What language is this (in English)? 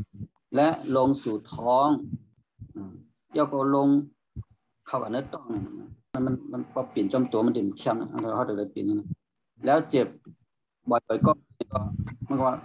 Shan